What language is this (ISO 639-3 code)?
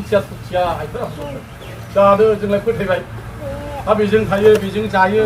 brx